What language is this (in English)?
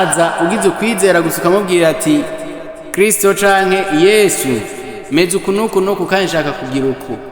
Rundi